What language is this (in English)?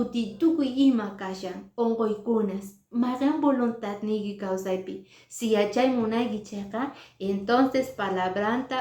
Quechua